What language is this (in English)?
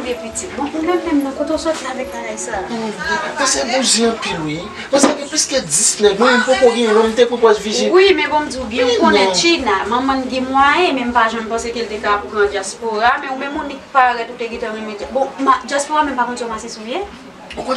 Haitian Creole